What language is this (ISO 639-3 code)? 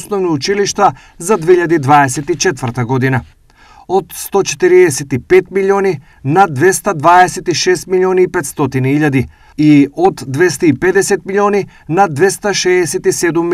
mkd